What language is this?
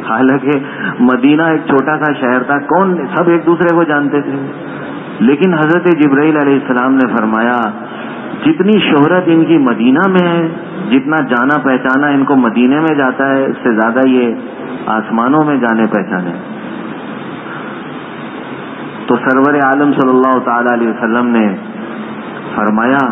Urdu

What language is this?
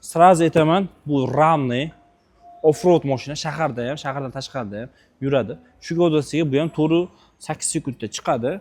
Uzbek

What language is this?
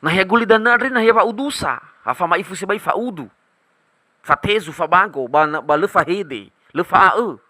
Nias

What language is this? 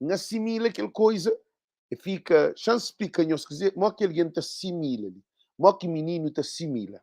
Kabuverdianu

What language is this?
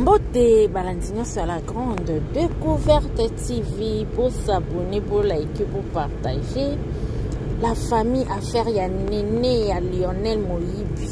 Lingala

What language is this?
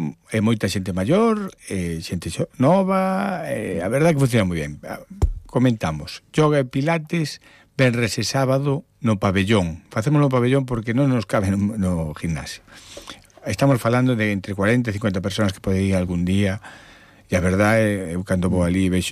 Galician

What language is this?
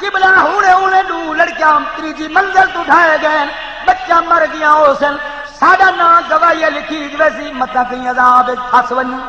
Saraiki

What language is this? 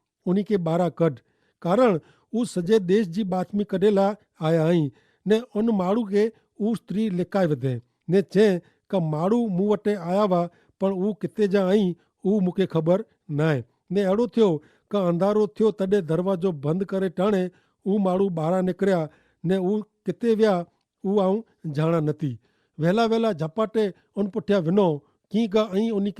Kachhi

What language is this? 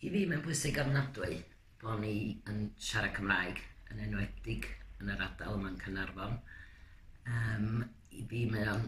Welsh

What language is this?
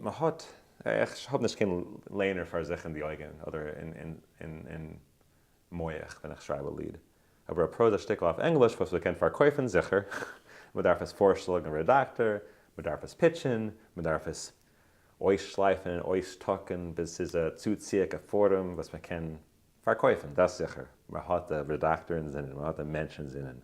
Yiddish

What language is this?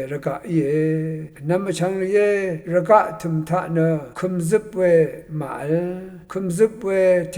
Rawang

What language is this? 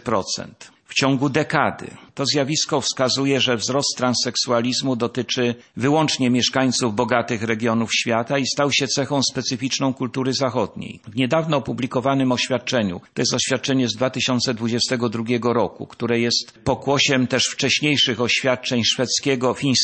Polish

